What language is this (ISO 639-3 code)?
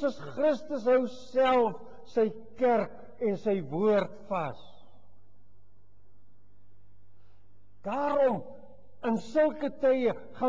afr